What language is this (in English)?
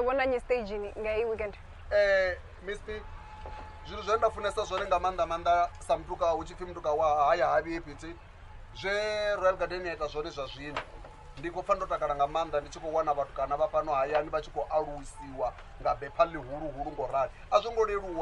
Venda